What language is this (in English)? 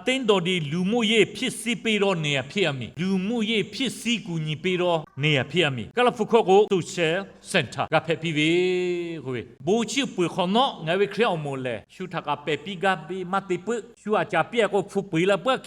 Lahu